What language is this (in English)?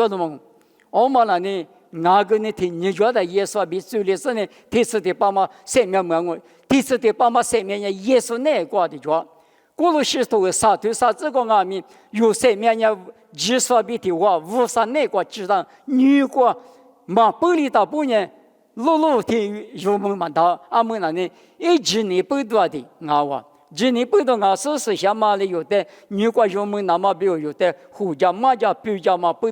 Lisu